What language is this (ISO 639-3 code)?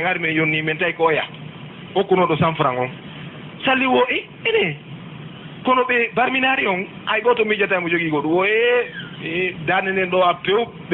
ful